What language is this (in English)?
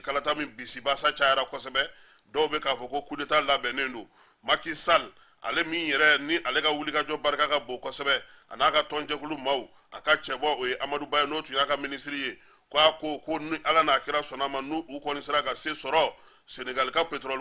Bambara